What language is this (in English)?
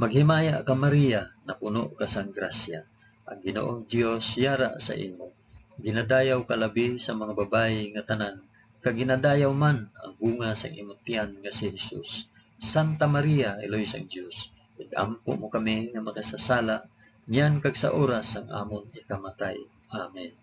Hiligaynon